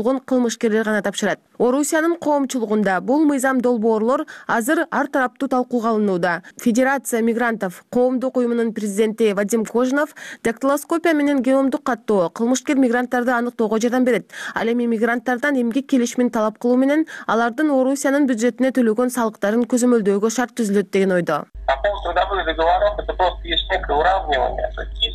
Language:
Kyrgyz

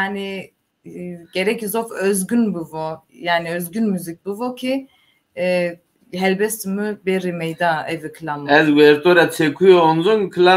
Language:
Zaza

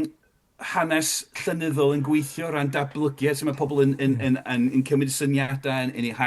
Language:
Welsh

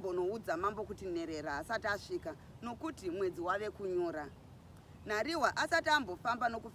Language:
Shona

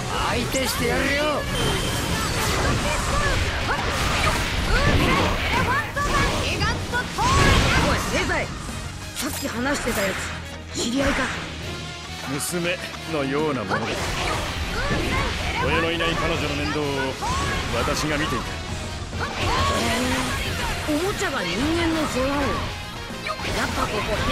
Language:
Japanese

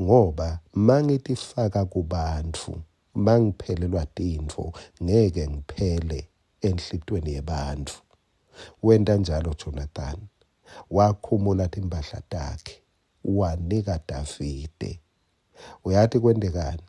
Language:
Swati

